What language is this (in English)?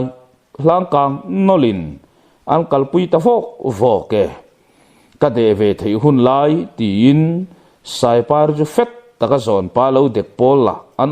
Mizo